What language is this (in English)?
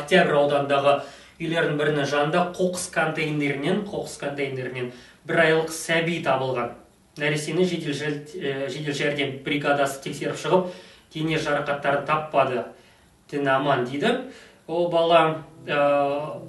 Kazakh